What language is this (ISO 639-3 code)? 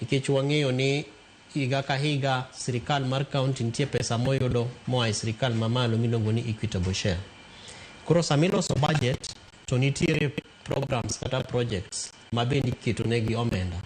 luo